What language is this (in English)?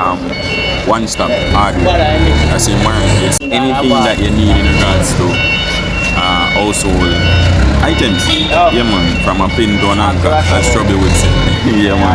Jamaican Creole English